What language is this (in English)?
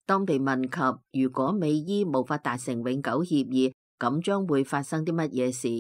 Cantonese